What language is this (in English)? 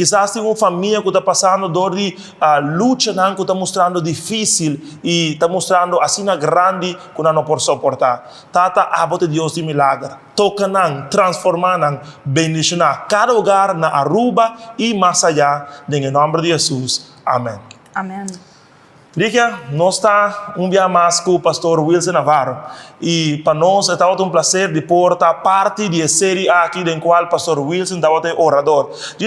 Papiamento